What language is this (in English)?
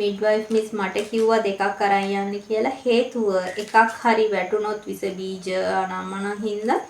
Sinhala